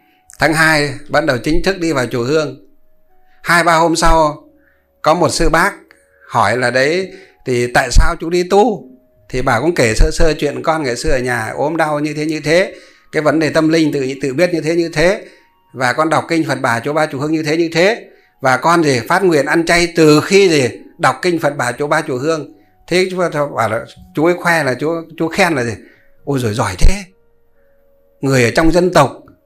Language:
Vietnamese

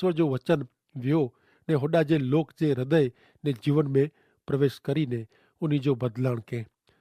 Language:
Kachhi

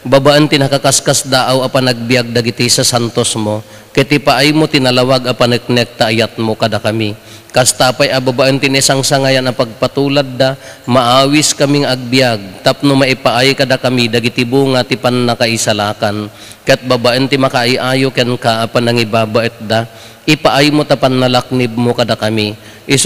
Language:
Iloko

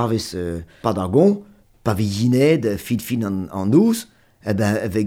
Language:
Breton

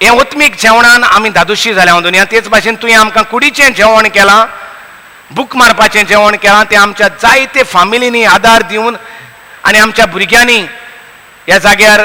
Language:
Konkani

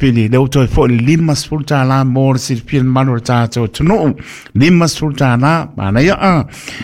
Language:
Samoan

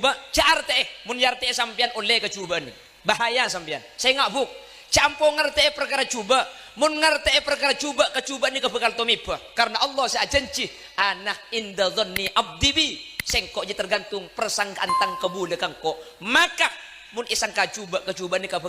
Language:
Madurese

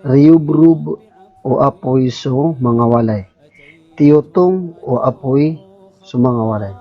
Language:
Maranao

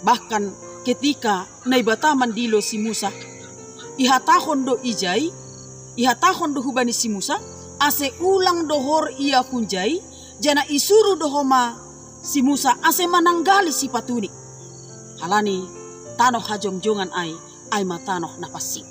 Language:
Batak Simalungun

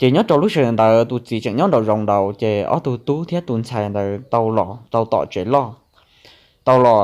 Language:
Hmong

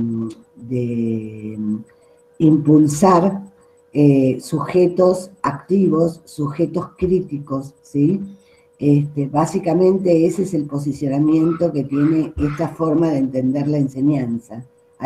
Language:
Spanish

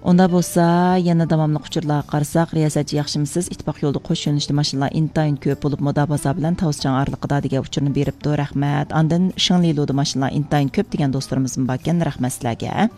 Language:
Uyghur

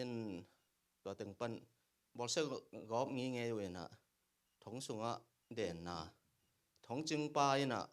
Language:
Tedim Chin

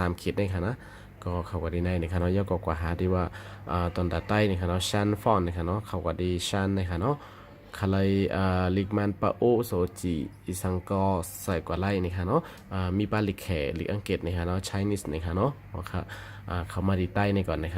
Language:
Shan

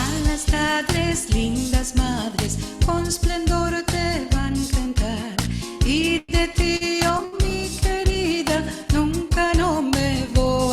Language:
Ladino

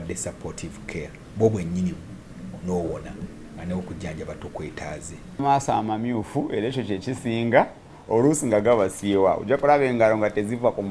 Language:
Ganda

